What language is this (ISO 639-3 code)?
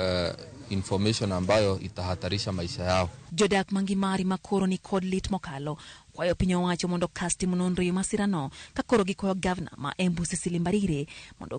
luo